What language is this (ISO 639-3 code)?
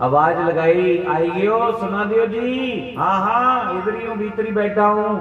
doi